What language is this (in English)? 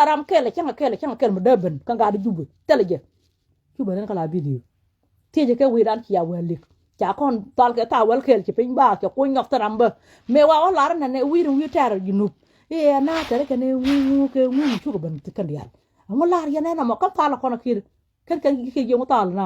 Nuer